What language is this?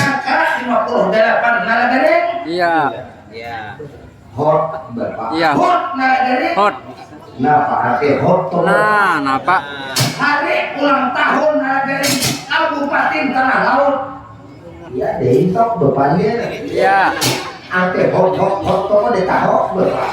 Banjar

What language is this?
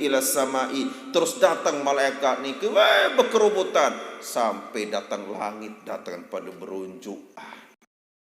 Sasak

